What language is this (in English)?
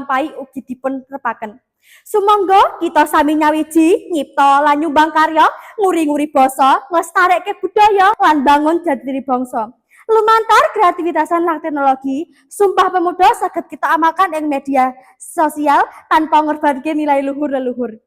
Javanese